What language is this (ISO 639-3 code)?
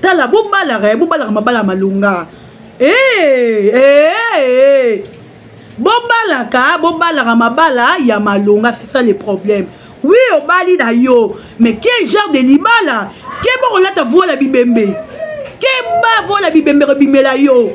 lin